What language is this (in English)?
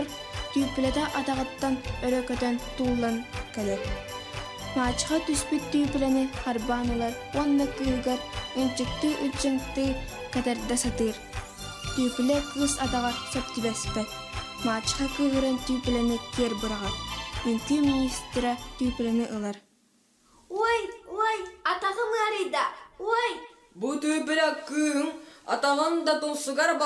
Yakut